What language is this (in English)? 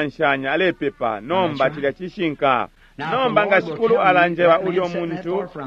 Bemba